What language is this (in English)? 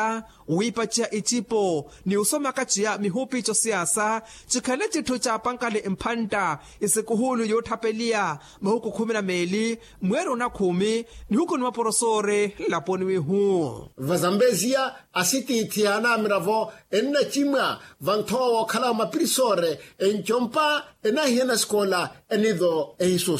Makhuwa